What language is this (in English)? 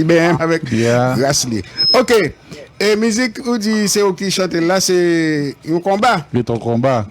Haitian Creole